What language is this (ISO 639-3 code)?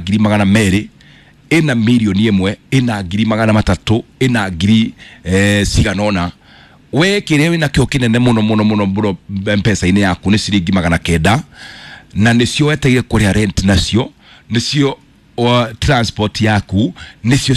kik